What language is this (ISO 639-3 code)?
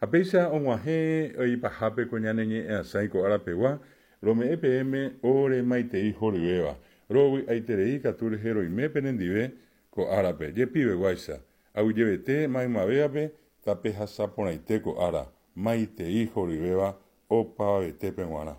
grn